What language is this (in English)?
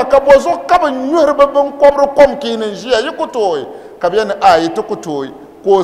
Dagbani